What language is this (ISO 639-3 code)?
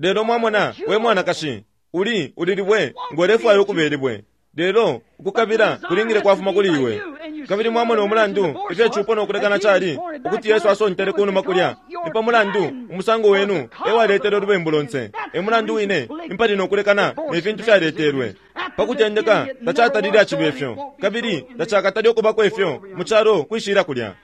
bem